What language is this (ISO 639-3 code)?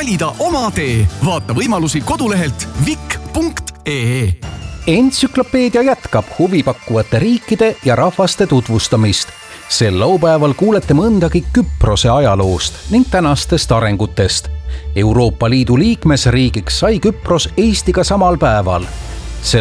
est